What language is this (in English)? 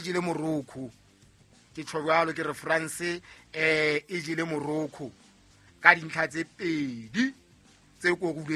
Southern Sotho